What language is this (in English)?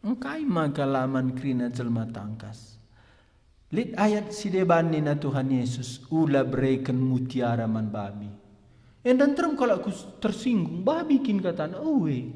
Batak Karo